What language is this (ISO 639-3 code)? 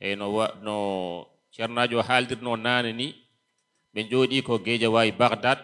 ful